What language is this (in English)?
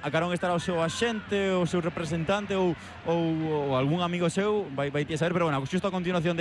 Galician